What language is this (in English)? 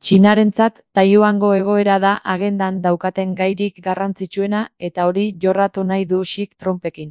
Basque